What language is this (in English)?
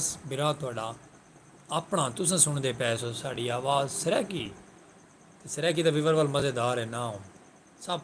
Saraiki